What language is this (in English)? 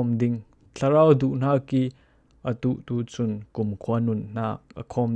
Falam Chin